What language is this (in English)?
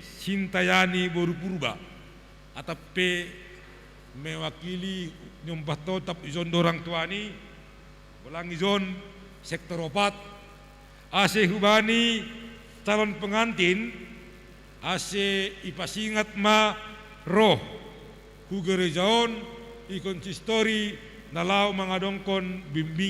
Batak Simalungun